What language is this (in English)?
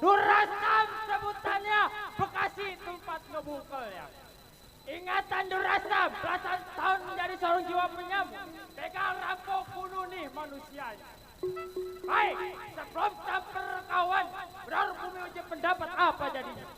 Betawi